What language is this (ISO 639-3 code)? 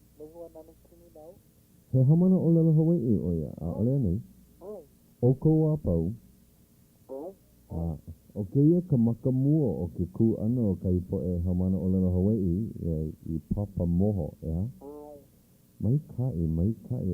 haw